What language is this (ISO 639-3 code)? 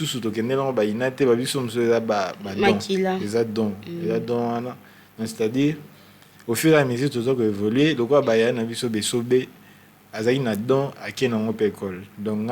lin